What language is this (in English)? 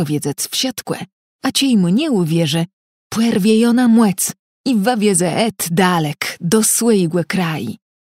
Kashubian